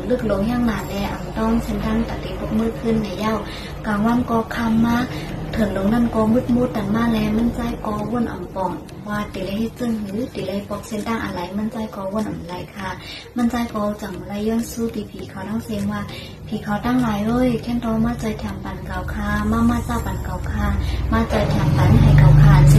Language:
Shan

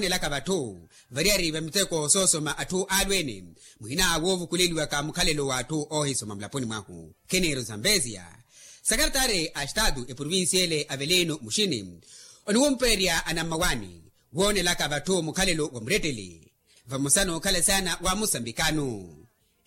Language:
Makhuwa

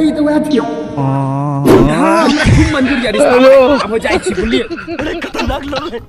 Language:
Maithili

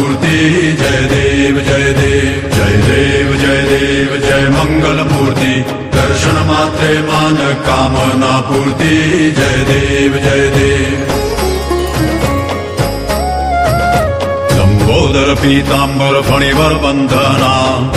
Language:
Marathi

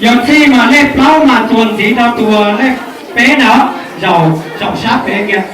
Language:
Hmong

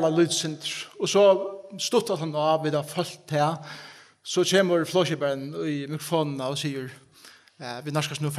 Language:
Faroese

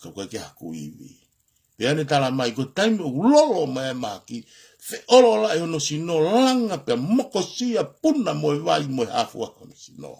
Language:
Tongan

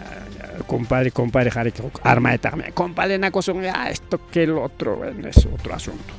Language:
Ayacucho Quechua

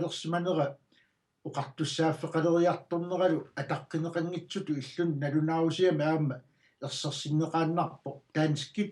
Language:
Kalaallisut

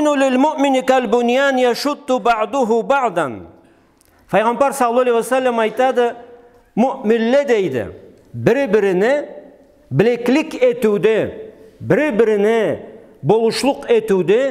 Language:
Karachay-Balkar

